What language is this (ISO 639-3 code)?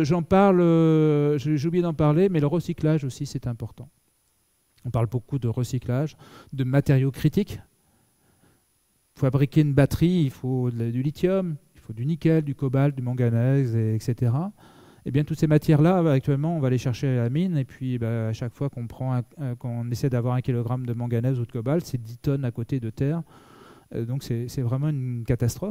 fra